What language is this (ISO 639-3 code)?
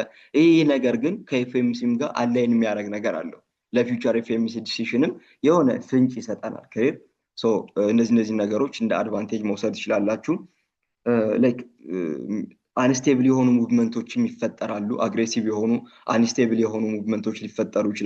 amh